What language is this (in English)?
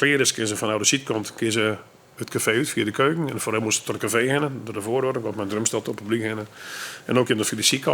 Western Frisian